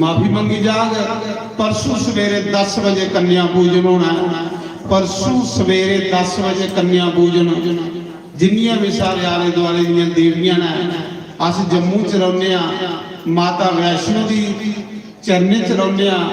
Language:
Dogri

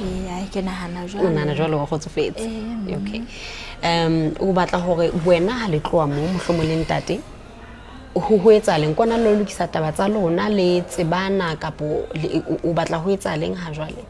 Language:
Southern Sotho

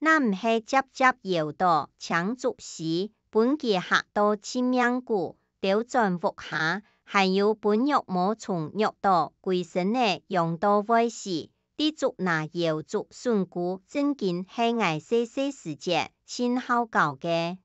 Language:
Hakka Chinese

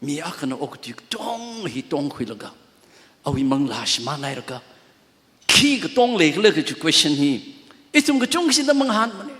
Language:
Tangkhul Naga (India)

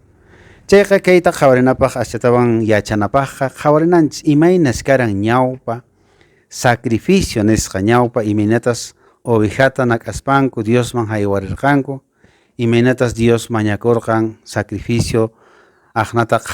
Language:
Quechua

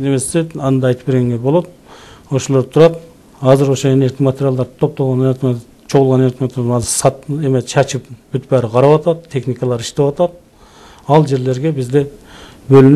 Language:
Kyrgyz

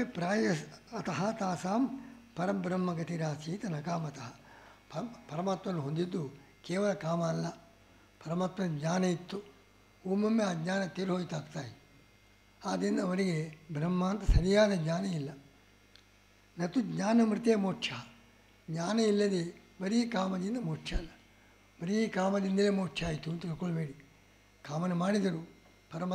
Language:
Kannada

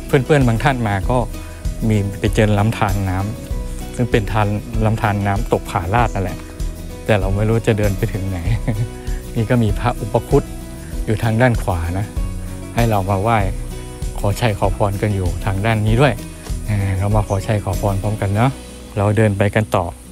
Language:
Thai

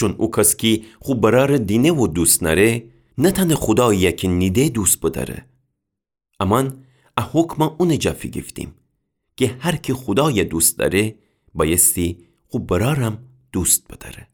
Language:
Gilaki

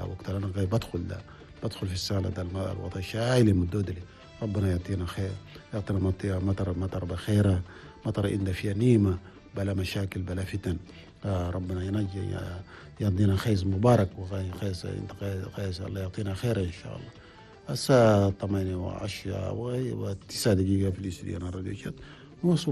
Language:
Chadian Arabic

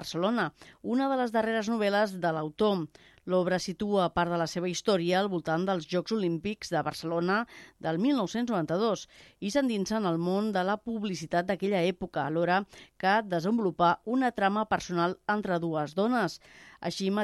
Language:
Catalan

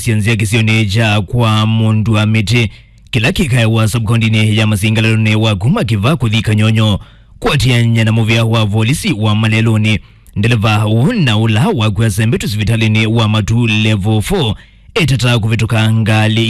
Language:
Kamba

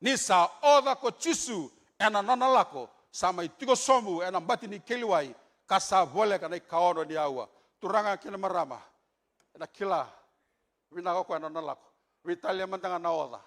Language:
Fijian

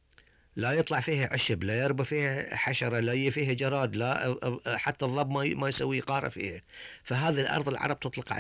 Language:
Gulf Arabic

